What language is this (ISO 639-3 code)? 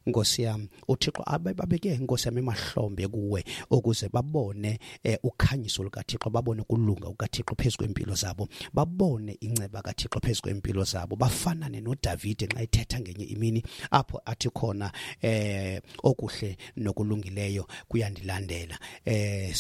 xho